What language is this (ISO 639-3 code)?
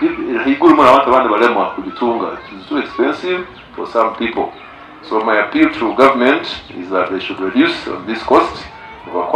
nyn